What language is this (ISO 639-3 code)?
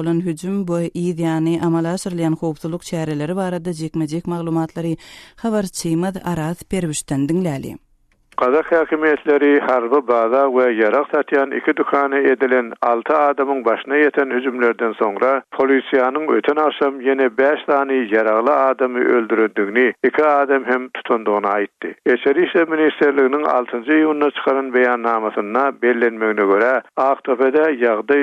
tuk